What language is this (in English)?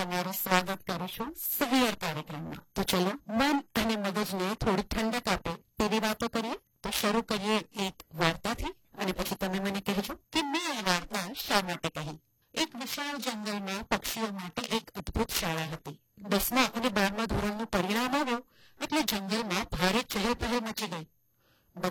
Gujarati